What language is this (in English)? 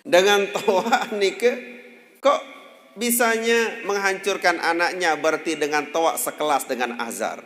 Sasak